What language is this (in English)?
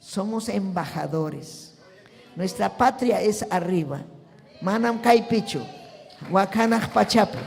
Ayacucho Quechua